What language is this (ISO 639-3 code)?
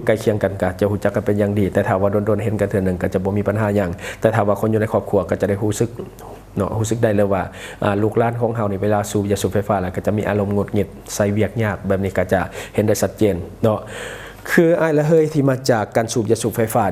lao